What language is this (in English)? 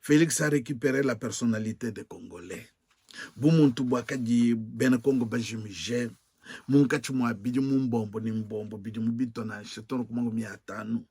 Luba-Lulua